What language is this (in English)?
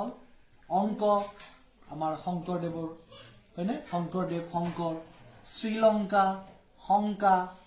Assamese